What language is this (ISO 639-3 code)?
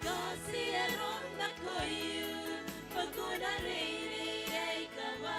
gil